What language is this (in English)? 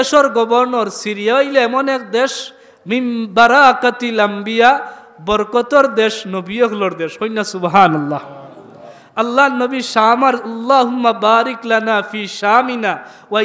Sylheti